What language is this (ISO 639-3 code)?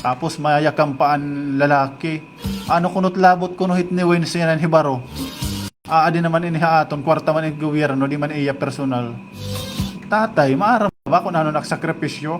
war